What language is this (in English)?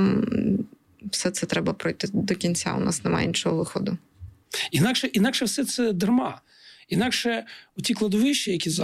Ukrainian